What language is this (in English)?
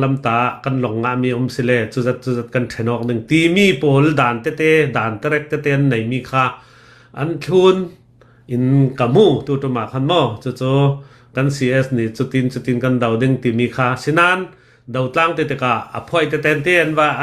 Hakha Chin